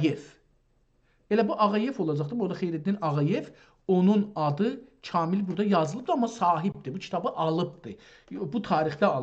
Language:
South Azerbaijani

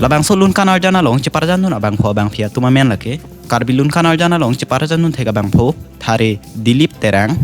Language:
Karbi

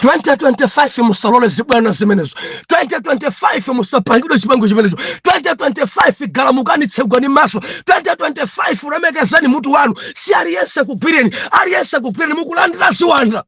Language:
Nyanja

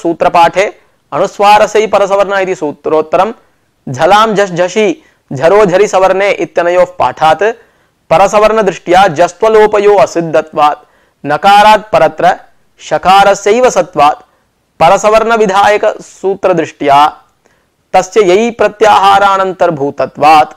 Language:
Sanskrit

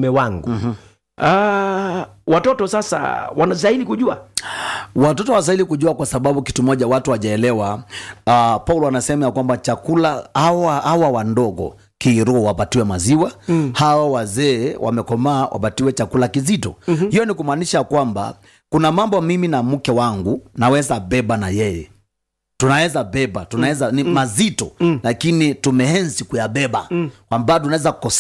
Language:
Swahili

